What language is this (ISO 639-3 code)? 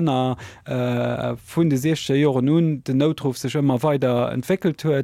ltz